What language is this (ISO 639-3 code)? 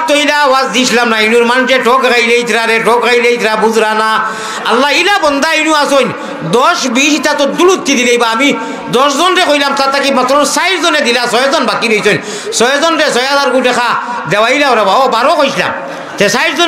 syl